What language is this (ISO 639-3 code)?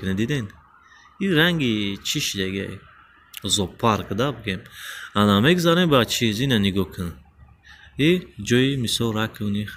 tgk